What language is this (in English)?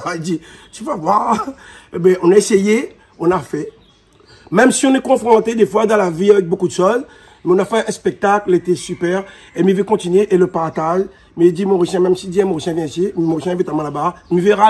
Réunion Creole French